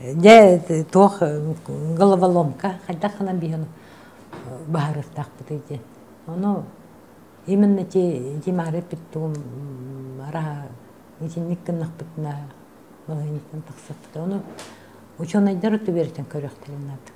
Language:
Yakut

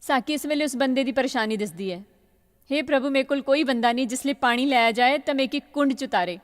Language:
Dogri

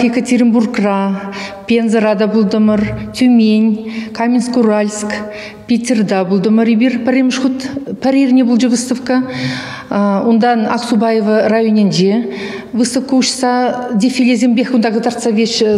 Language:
Chuvash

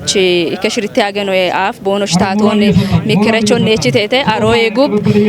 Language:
Kafa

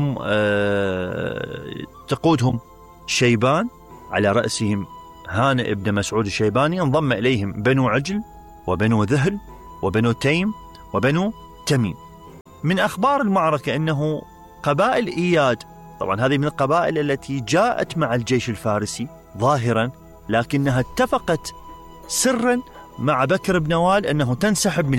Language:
Mesopotamian Arabic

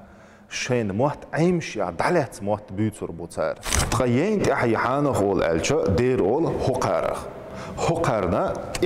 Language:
Chechen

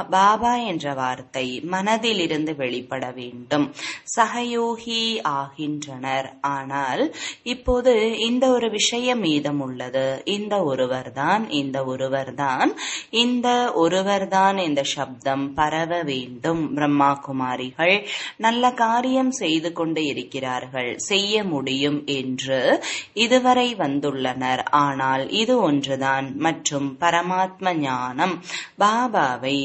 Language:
Tamil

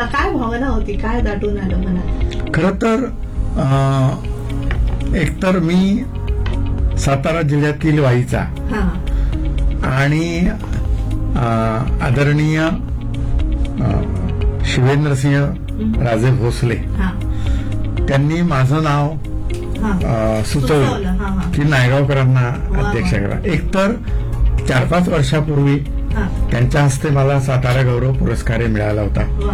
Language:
Marathi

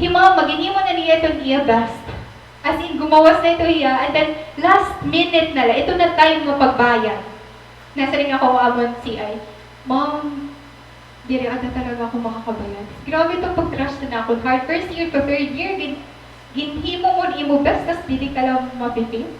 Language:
Waray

